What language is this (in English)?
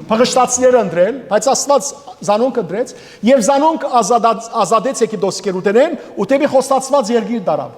Western Armenian